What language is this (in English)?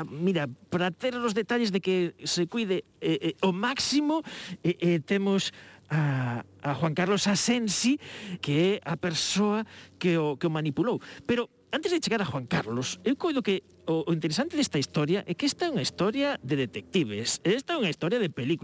Galician